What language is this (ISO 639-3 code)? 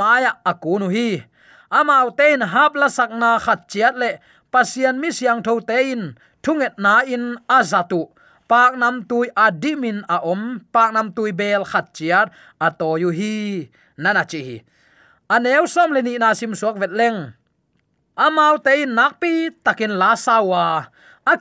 ctd